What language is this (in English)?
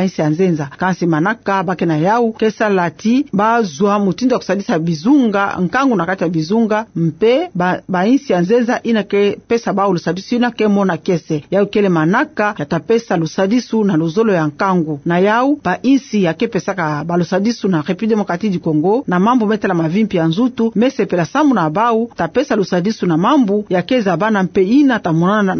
Kituba (Democratic Republic of Congo)